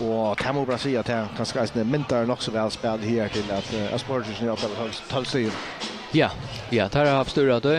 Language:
Faroese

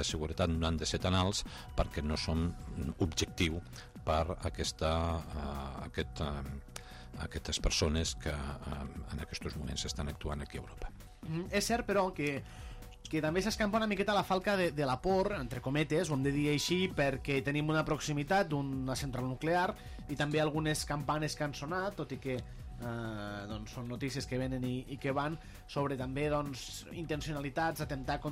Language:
Catalan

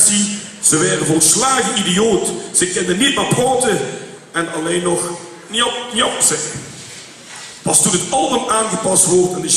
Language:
Limburgish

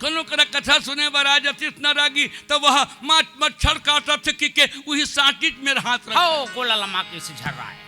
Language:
Chhattisgarhi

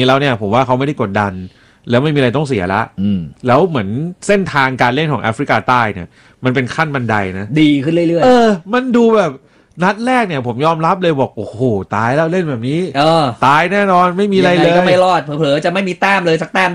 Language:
Thai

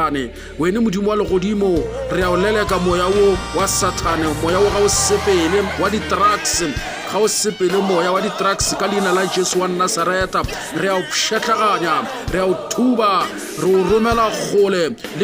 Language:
Northern Sotho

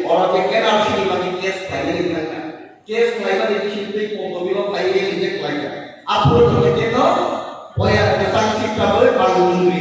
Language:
Kok Borok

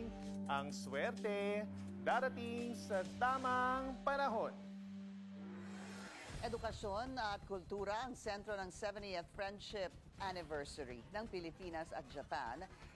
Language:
Filipino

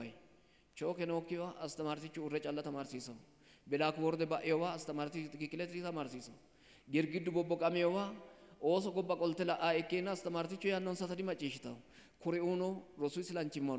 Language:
Sidamo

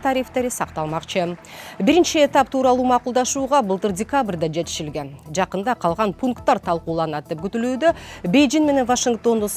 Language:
Kyrgyz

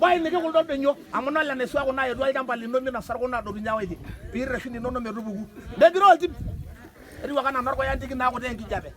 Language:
Masai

